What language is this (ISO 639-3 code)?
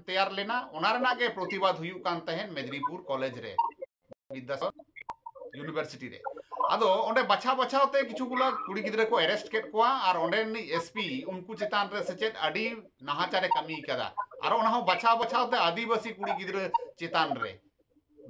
sat